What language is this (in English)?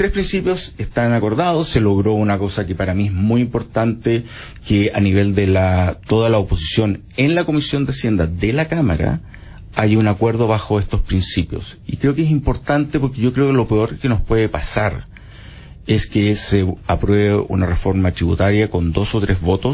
Spanish